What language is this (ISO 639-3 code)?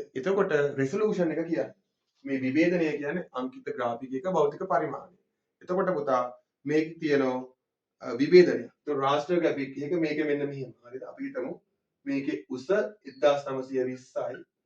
sin